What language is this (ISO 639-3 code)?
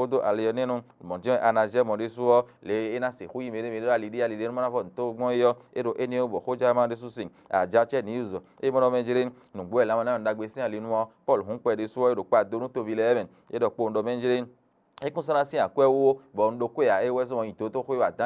fon